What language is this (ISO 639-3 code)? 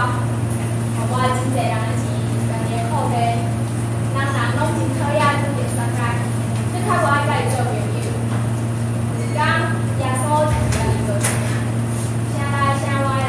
nan